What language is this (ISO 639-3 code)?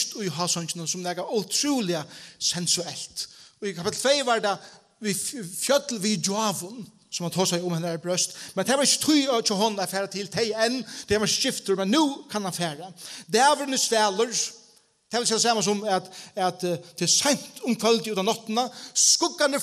fao